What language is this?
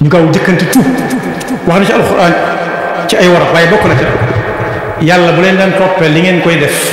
Wolof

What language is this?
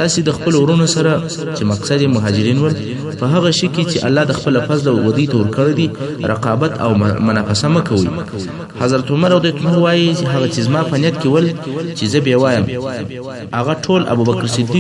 Pashto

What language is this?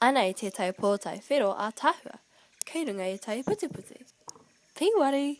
Māori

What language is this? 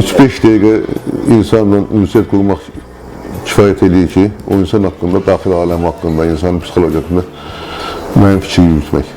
Azerbaijani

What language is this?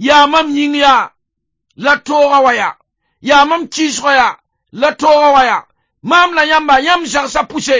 Mossi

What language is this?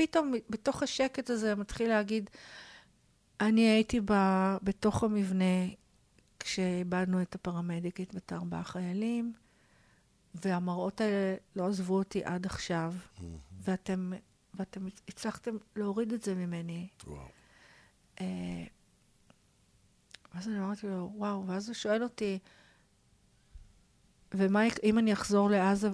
Hebrew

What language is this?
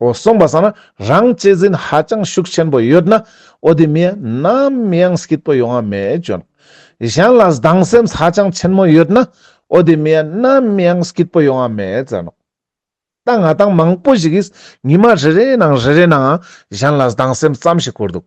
Ladakhi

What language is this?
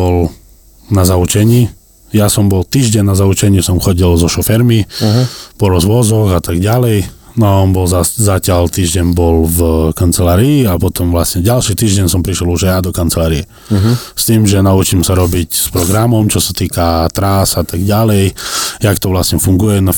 Slovak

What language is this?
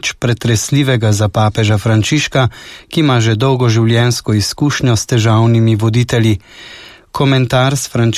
Slovenian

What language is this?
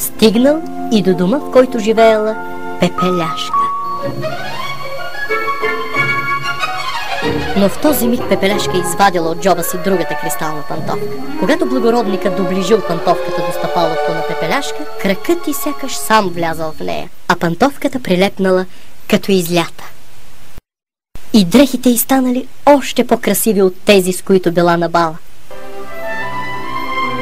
Bulgarian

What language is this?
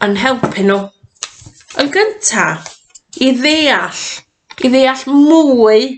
Welsh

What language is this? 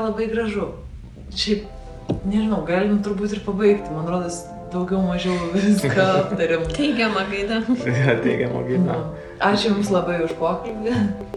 Lithuanian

